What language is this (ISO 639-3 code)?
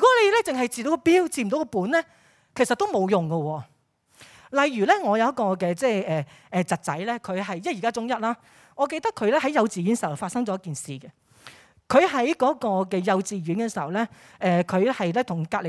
yue